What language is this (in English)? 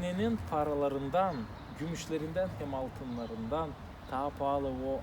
Gagauz